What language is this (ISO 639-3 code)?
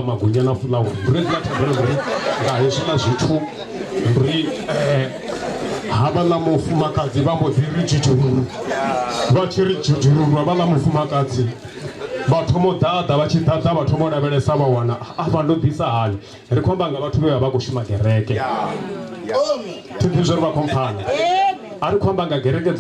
ven